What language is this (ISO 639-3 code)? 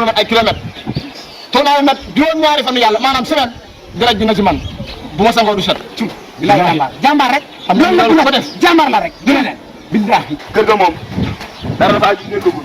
wol